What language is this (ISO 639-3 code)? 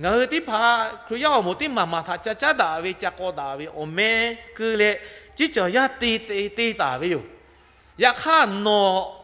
lhu